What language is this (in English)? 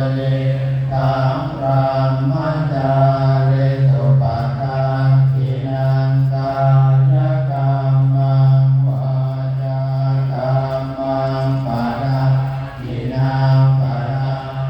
Pali